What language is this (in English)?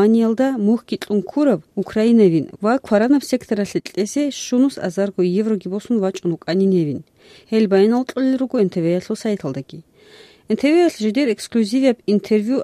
Avaric